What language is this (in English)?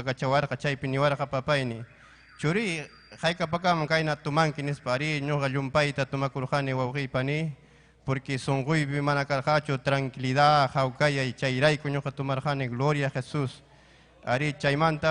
Ayacucho Quechua